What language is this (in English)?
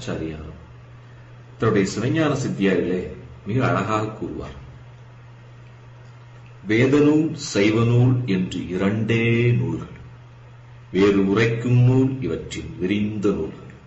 Tamil